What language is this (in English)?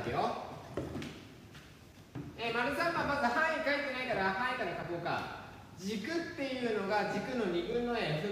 Japanese